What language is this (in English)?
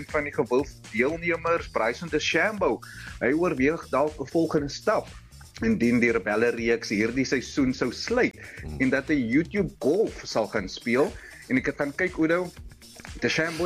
Afrikaans